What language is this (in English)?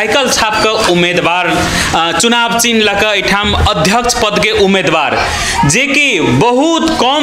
Maithili